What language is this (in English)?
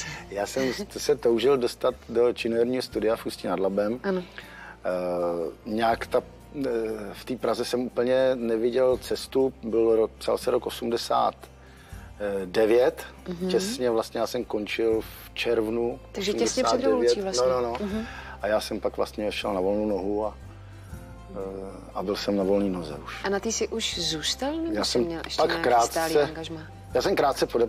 Czech